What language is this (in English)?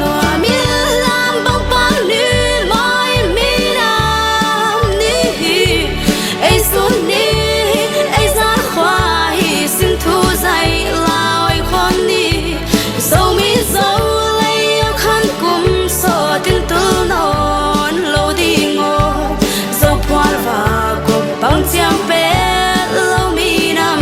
Tedim Chin